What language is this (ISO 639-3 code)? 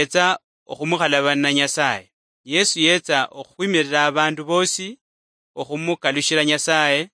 luy